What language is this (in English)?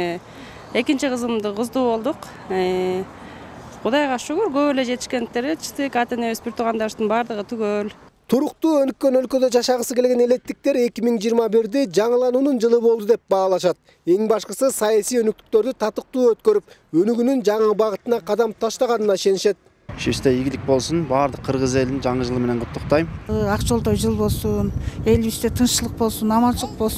Kyrgyz